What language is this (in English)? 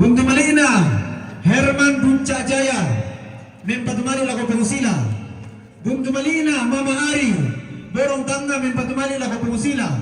Toraja-Sa'dan